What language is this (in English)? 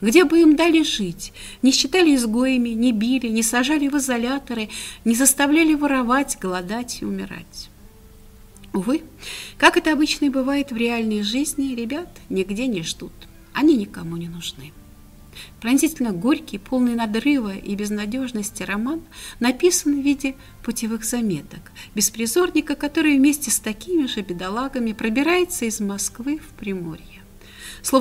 Russian